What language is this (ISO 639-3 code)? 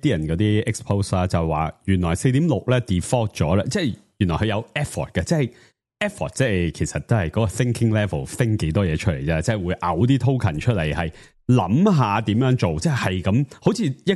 yue